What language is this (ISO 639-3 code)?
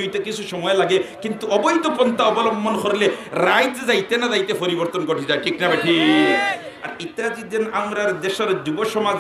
syl